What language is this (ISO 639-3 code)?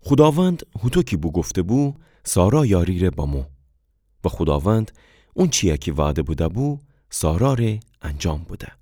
glk